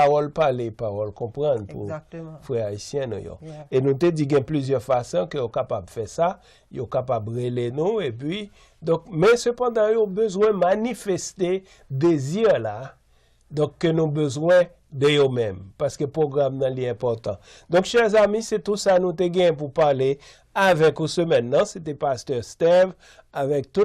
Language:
Haitian Creole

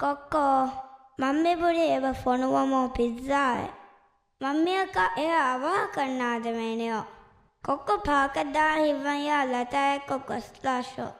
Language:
Divehi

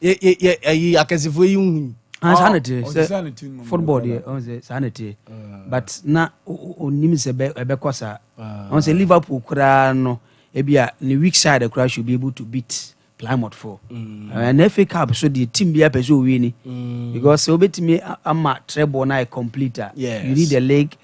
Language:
Akan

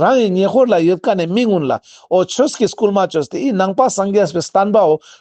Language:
Ladakhi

